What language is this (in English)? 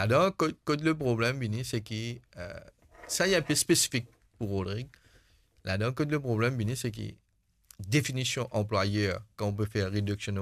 Morisyen